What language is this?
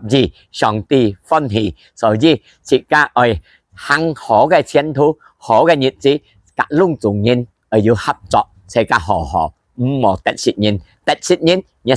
Hakka Chinese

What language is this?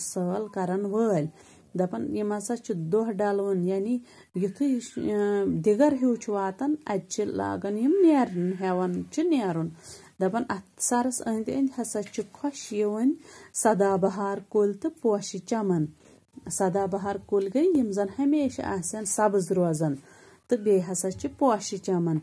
Kashmiri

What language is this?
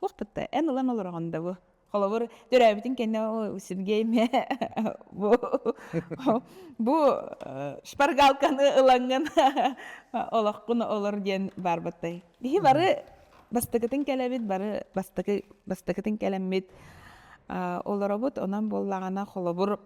Yakut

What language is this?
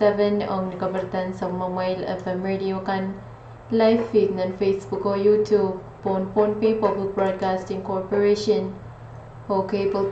Pohnpeian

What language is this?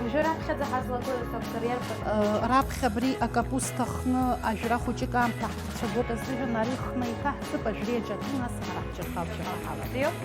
Abkhazian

